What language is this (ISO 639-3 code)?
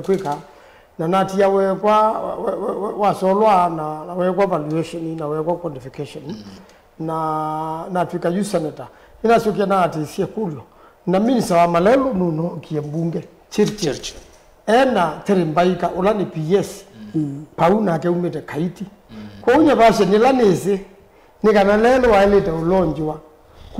kam